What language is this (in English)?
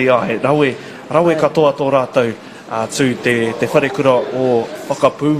Māori